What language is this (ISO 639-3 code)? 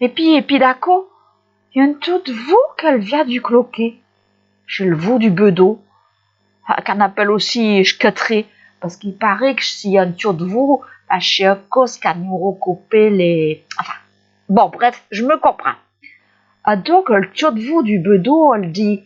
pcd